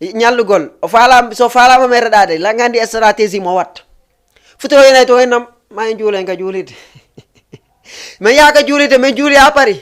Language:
Fula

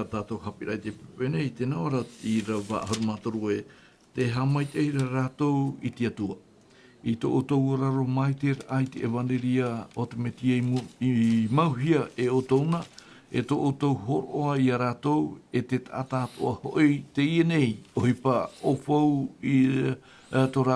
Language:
Tahitian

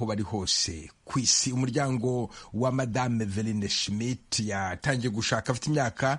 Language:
Kinyarwanda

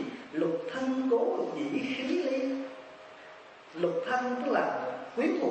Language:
Vietnamese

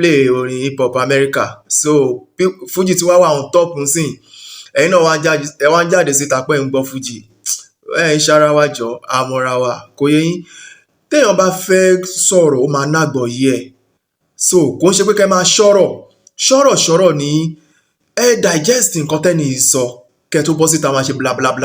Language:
Yoruba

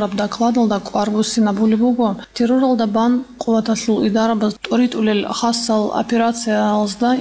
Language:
Avaric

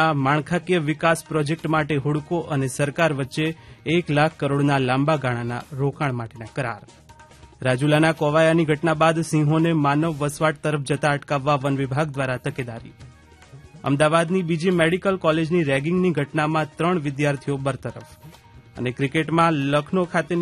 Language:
Gujarati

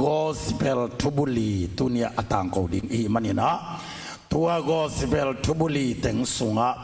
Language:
Tedim Chin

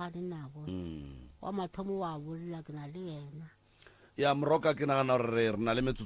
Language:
Northern Sotho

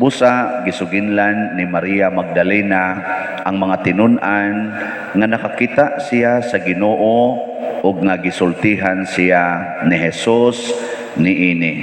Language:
Cebuano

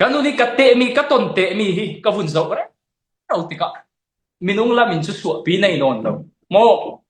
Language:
Falam Chin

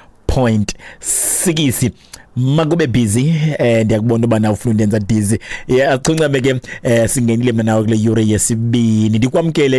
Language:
Xhosa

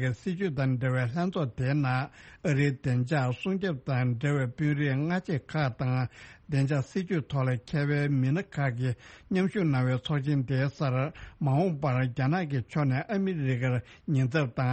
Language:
Tibetan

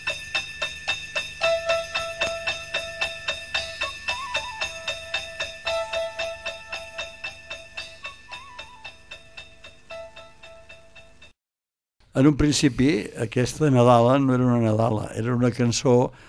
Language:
Catalan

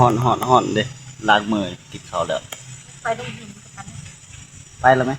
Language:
Northeastern Thai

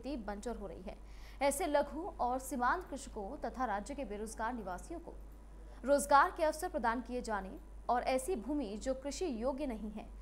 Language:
Hindi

